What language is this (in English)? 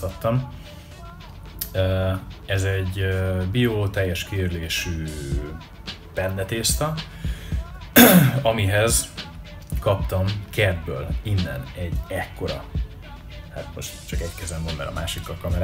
Hungarian